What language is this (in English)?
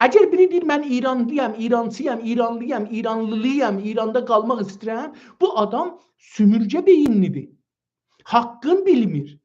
South Azerbaijani